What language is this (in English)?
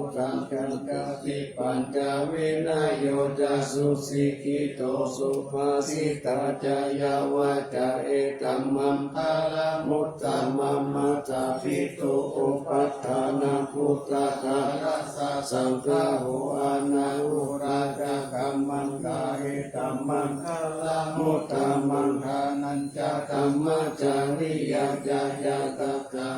Pali